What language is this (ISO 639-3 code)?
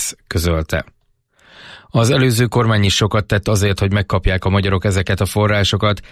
hun